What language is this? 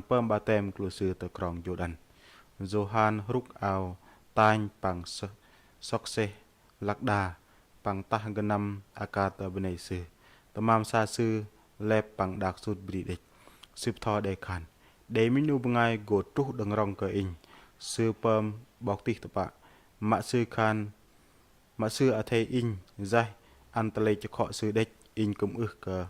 Bahnar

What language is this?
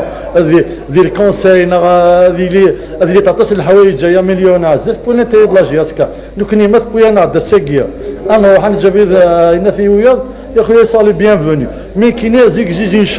Kabyle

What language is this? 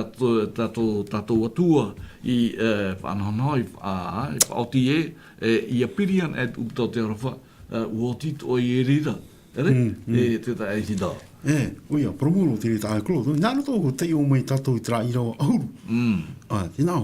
Tahitian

